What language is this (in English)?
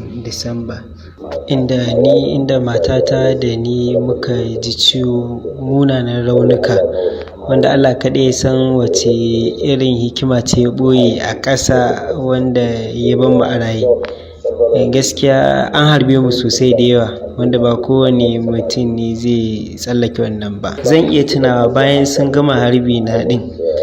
Hausa